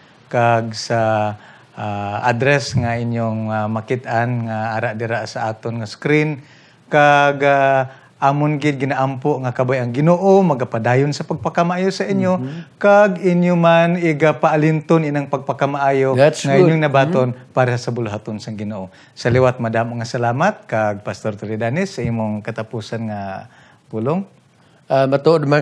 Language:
Hiligaynon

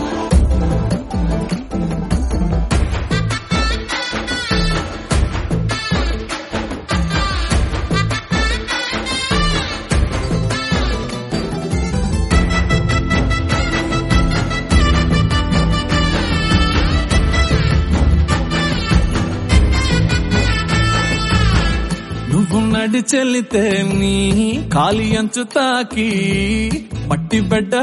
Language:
Telugu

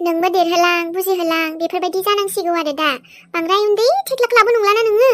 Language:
Bodo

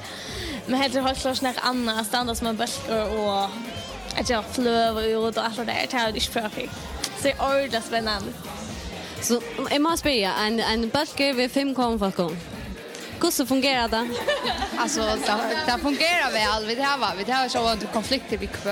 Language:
Faroese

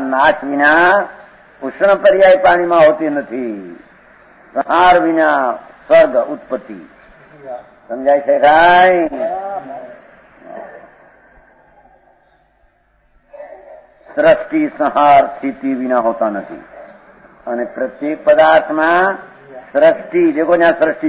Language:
Gujarati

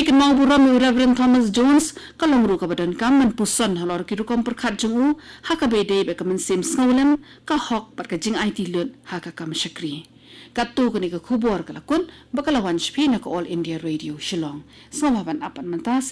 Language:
Khasi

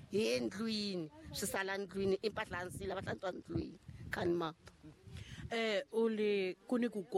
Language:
Tsonga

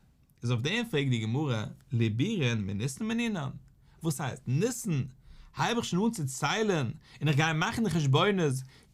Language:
Yiddish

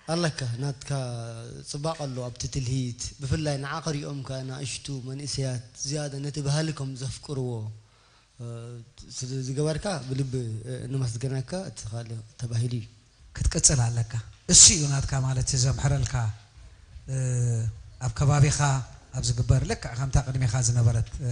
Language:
Tigrinya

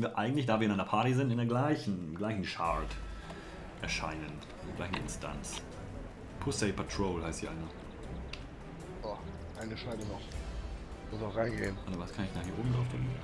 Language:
German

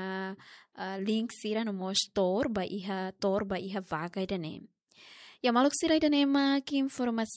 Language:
Tetum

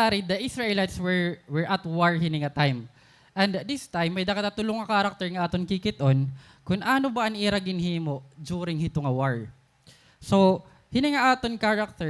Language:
Waray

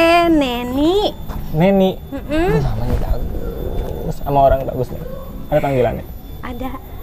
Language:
Betawi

